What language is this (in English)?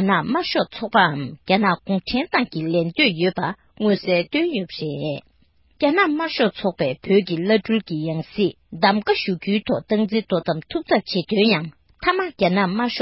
Tibetan